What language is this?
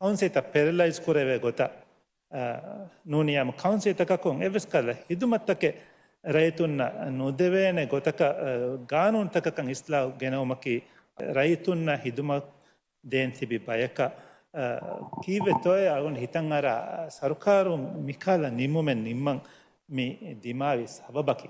Divehi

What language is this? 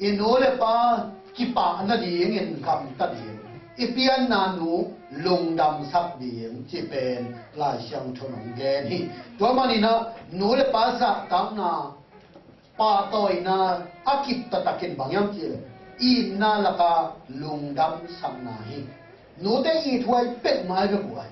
Tedim Chin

